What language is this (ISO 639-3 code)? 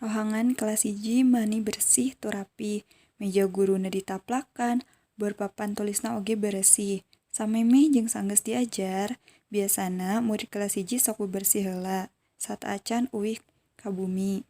sun